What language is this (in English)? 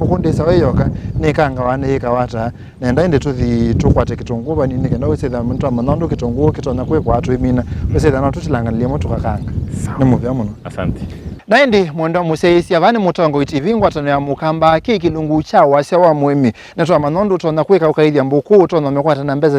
Kamba